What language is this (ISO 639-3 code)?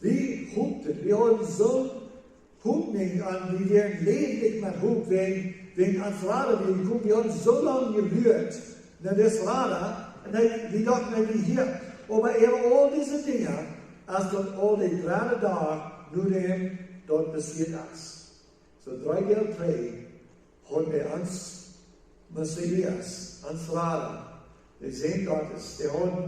pdt